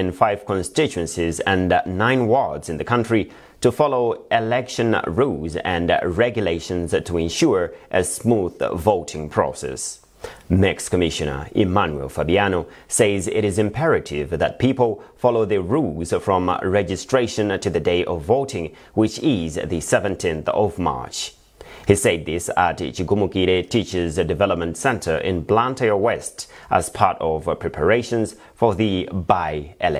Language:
English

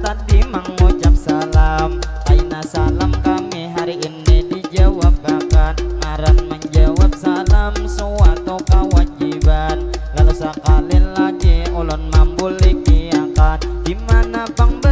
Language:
Banjar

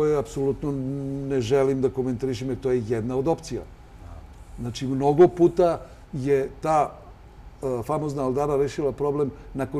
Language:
Serbian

